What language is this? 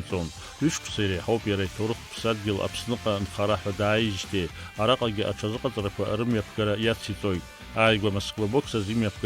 Abkhazian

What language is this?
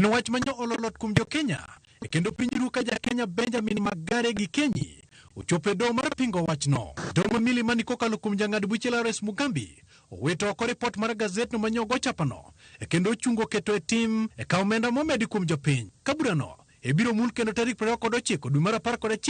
Luo (Kenya and Tanzania)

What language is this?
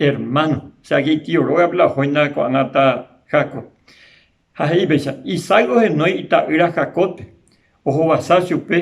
Guarani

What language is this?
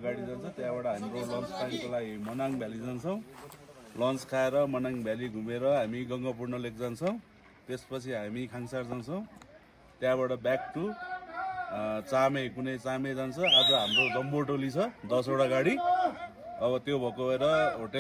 Nepali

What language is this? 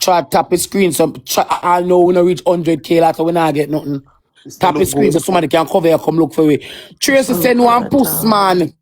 Jamaican Creole English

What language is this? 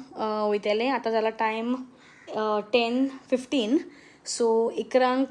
Konkani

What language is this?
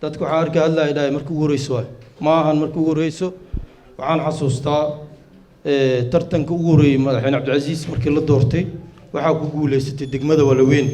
Somali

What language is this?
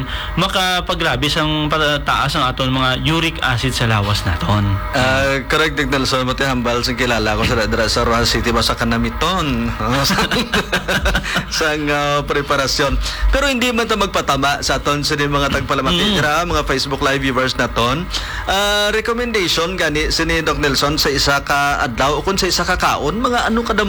Hiligaynon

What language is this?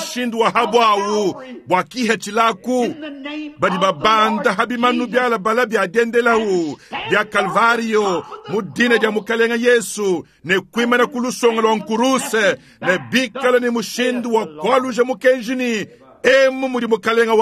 Luba-Lulua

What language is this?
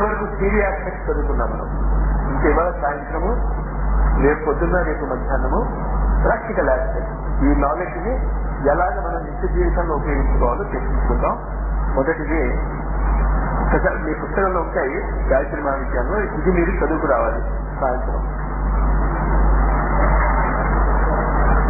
Telugu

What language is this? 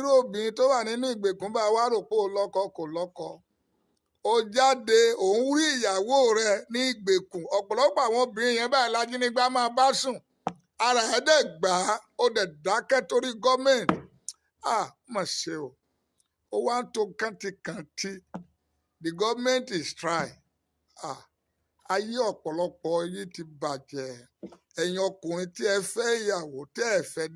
Yoruba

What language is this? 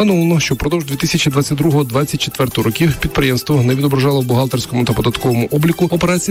Ukrainian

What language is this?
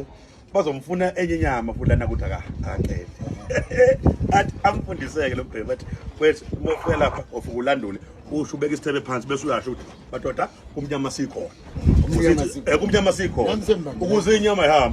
Zulu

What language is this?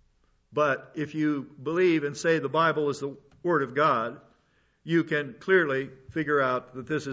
English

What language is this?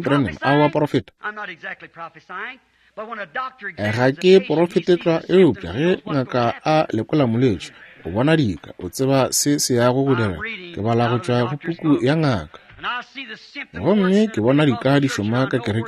Northern Sotho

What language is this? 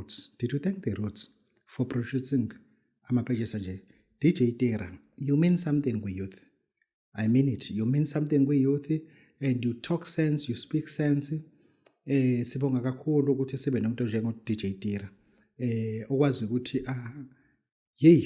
Zulu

